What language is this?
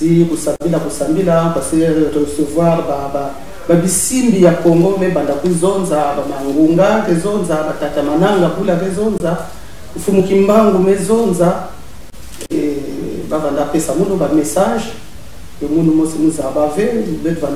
Kituba (Congo)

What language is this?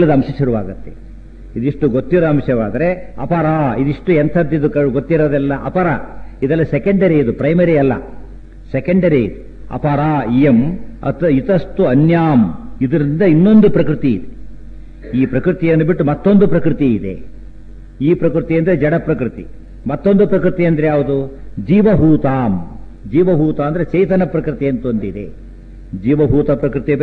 Kannada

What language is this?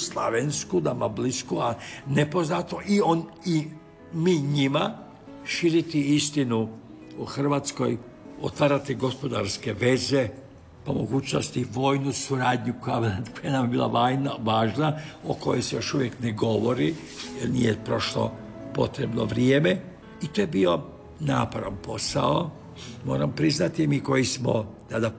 Croatian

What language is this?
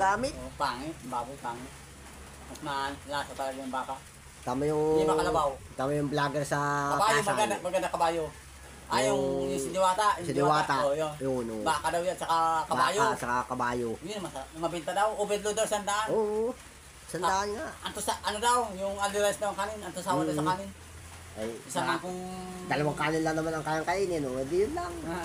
Filipino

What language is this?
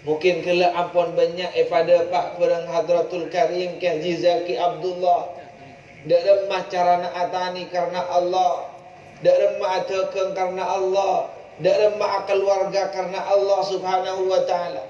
Madurese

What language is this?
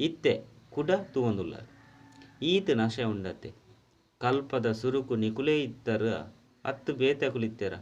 Tulu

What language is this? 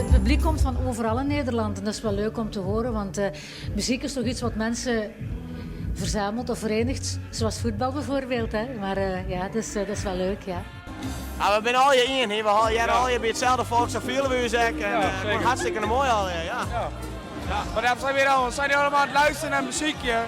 Western Frisian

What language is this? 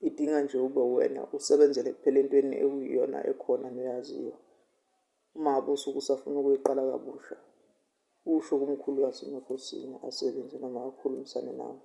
Zulu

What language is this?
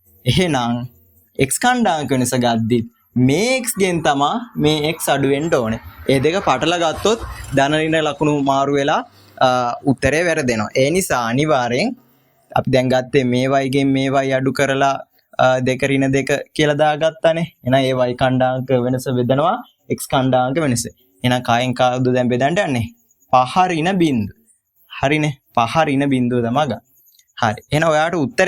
Sinhala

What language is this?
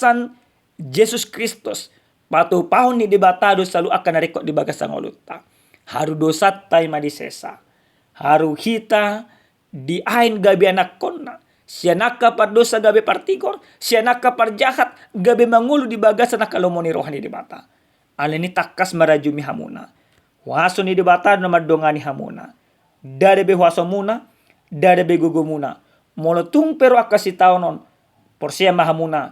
Batak Toba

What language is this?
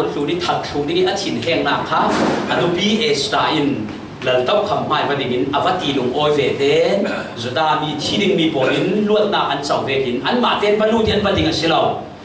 Falam Chin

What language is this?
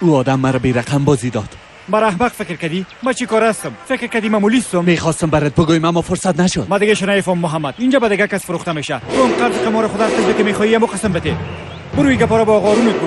Persian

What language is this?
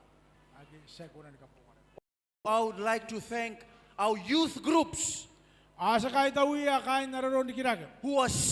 Gilbertese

